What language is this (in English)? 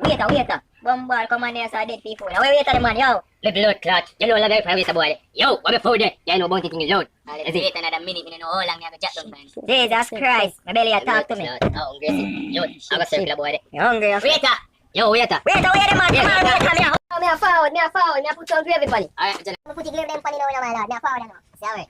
Jamaican Creole English